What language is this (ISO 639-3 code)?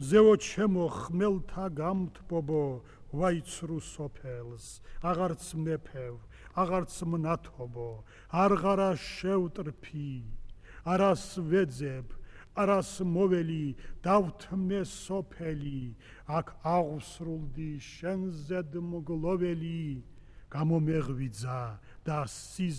kat